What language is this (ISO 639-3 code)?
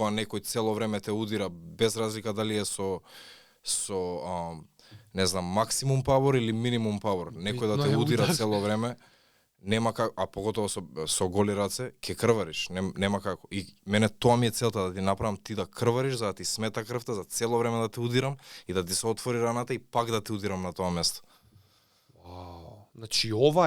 mkd